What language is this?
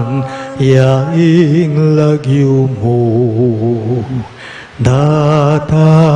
Pampanga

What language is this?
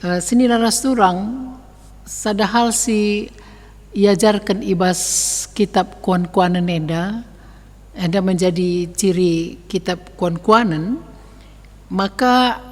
Batak Karo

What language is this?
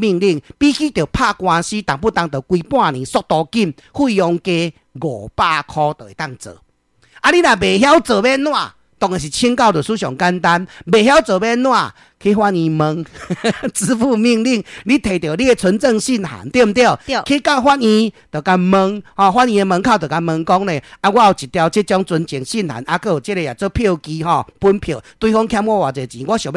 Min Nan Chinese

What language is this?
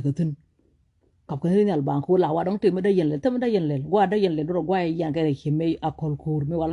Nuer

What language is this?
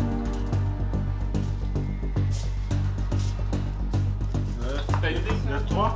French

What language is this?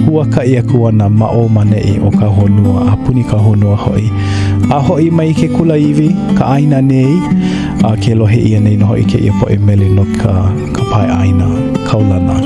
Hawaiian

